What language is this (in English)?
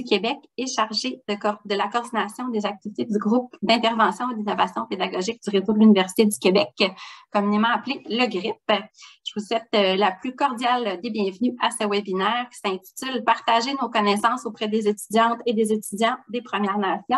French